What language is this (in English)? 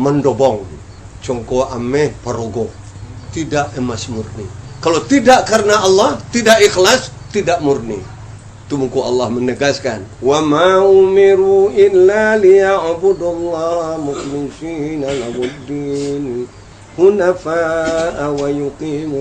Minangkabau